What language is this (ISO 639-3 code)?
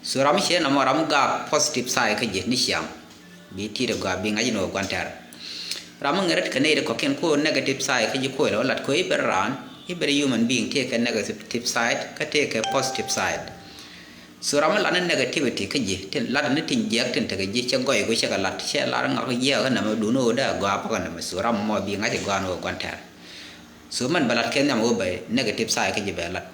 nus